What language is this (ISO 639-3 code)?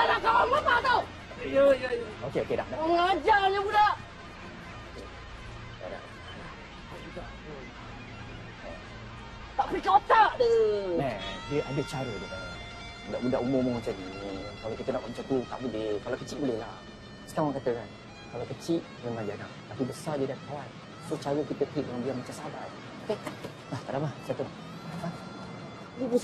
msa